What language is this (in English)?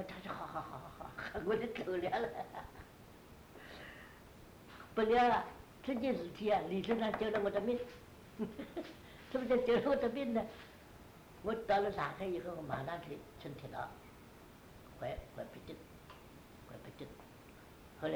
Chinese